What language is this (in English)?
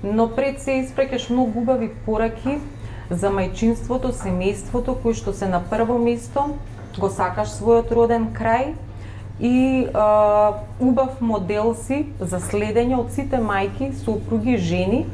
Macedonian